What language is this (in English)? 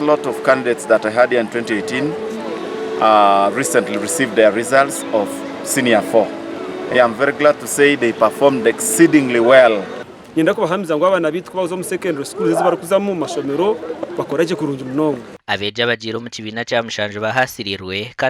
Nyankole